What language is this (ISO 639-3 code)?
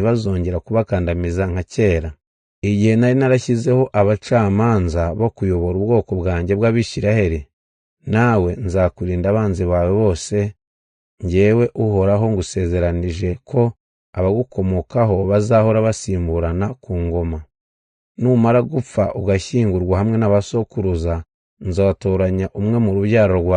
kin